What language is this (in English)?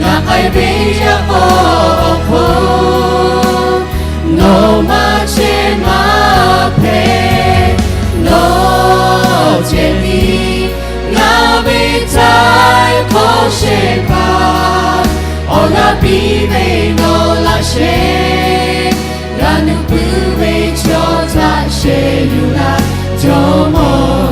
Lahu